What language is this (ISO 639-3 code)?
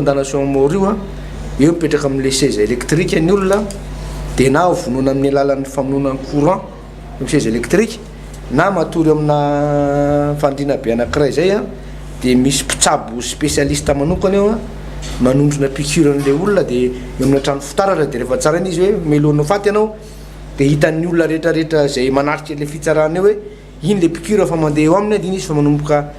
mlg